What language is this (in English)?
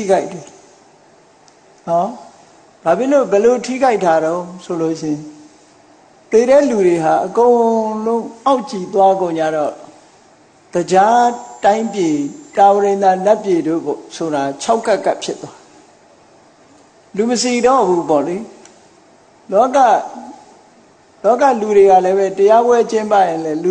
Burmese